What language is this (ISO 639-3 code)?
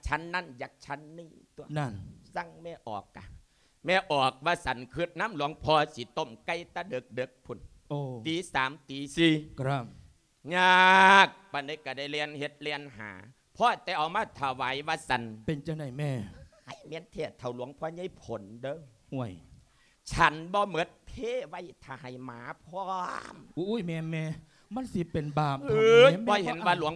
lao